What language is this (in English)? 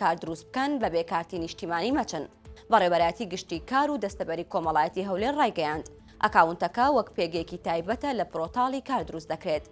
Central Kurdish